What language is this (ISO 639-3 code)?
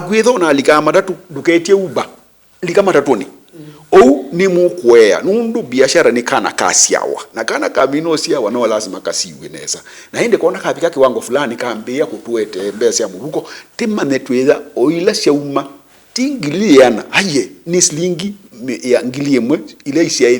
kam